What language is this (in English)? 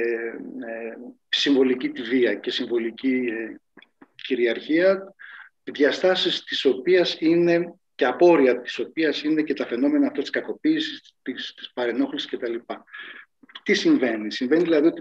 Greek